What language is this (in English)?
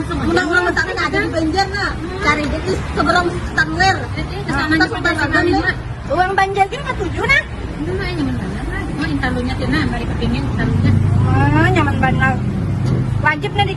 Banjar